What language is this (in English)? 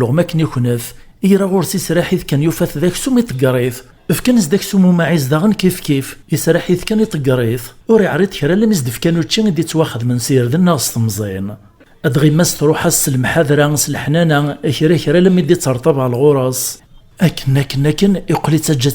Kabyle